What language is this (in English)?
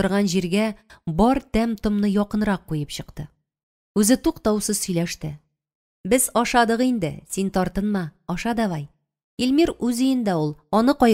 Tatar